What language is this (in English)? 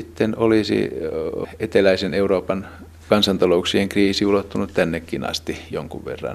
Finnish